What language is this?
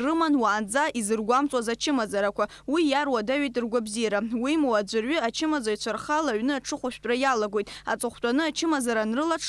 Abkhazian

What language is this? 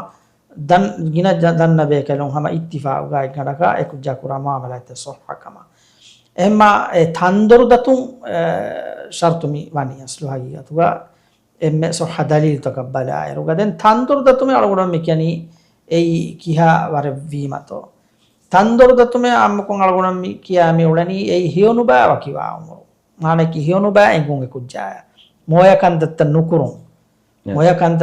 Divehi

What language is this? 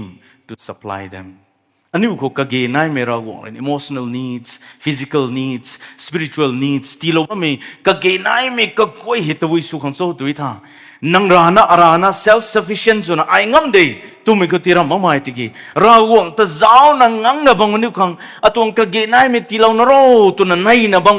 Rongmei Naga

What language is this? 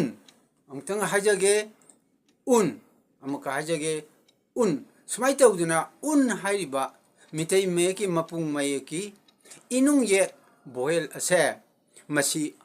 Manipuri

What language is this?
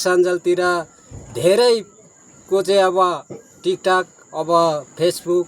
Nepali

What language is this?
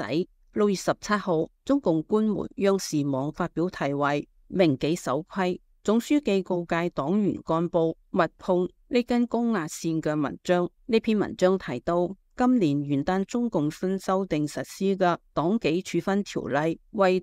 Cantonese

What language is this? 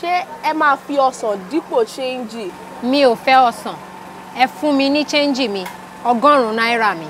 Yoruba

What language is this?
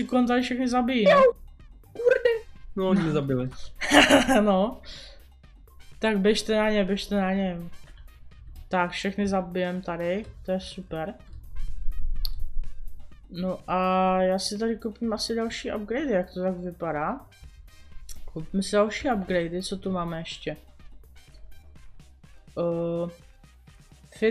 Czech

